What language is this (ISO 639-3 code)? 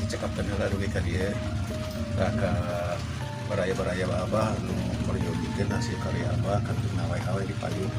sun